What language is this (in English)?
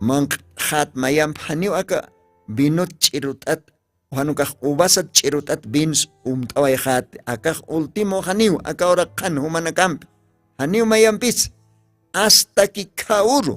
Aymara